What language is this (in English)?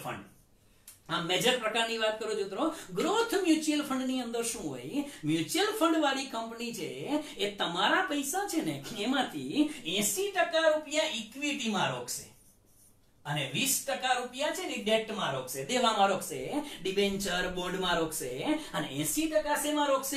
Gujarati